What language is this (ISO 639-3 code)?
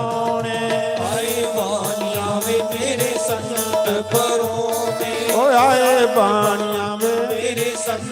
doi